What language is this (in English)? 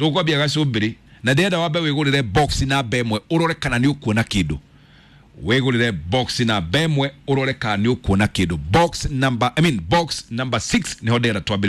Kikuyu